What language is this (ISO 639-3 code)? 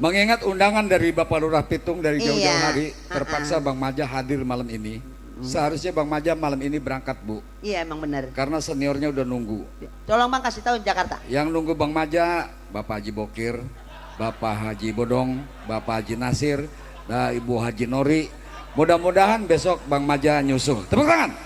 bew